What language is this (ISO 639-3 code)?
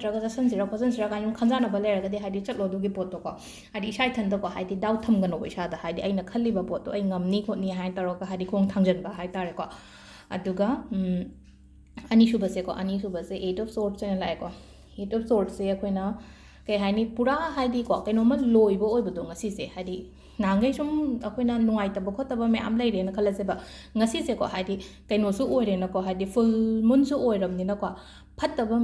mni